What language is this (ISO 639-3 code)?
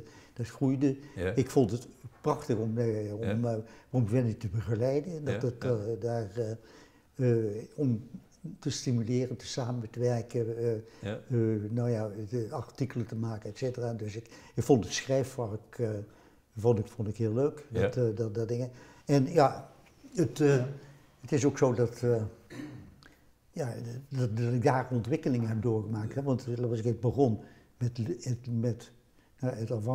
nld